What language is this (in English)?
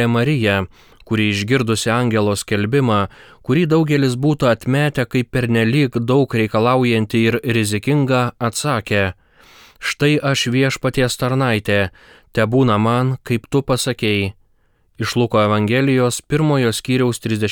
Lithuanian